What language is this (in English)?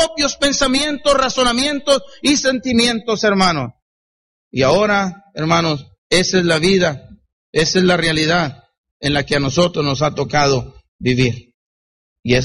Spanish